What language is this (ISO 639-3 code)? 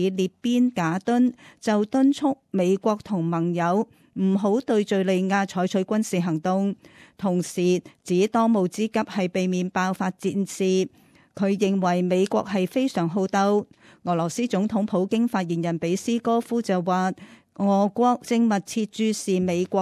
yue